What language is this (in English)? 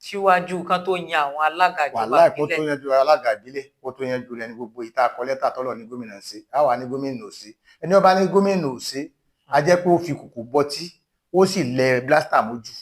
Yoruba